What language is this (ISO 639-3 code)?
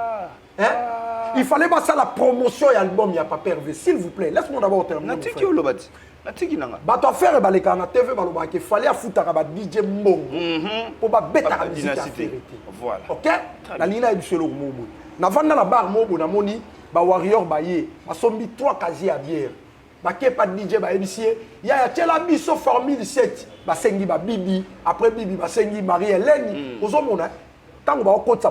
lin